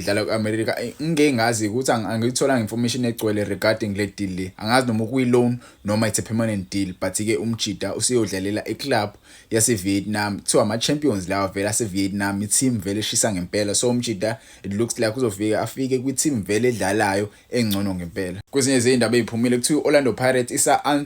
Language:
Zulu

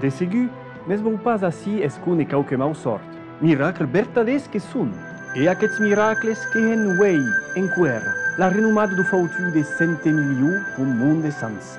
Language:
Occitan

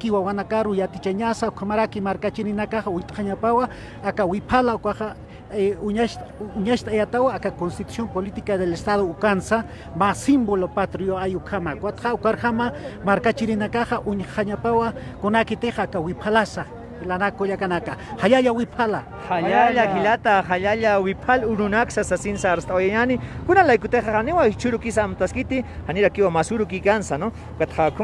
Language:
Aymara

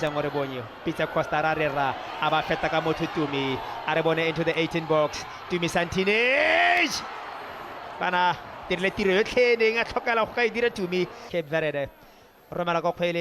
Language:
Tswana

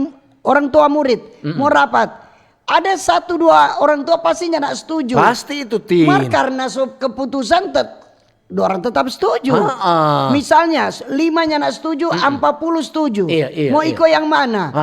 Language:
Manado Malay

